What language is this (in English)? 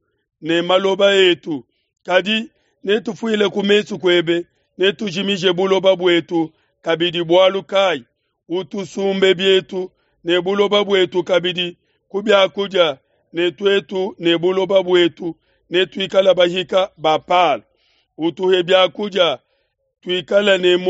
Luba-Lulua